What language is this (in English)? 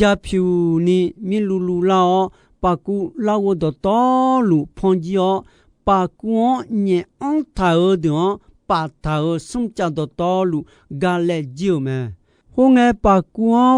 Akha